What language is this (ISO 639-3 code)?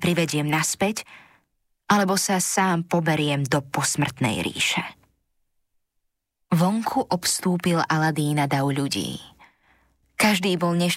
slk